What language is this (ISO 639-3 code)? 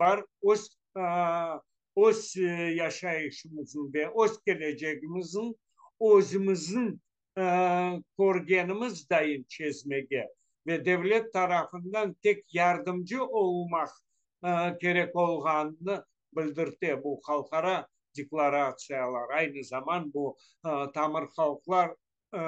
crh